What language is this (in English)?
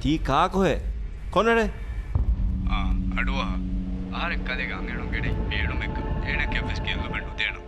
Divehi